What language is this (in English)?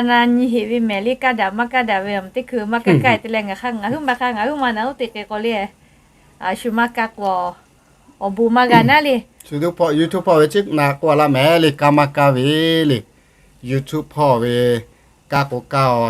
Lahu